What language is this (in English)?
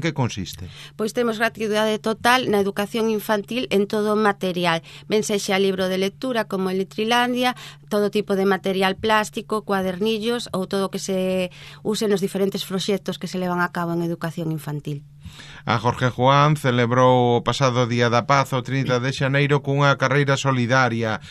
Galician